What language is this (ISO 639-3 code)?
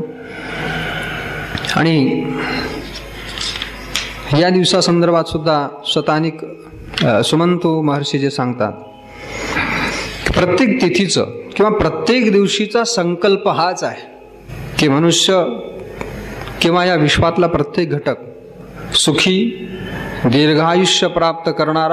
mar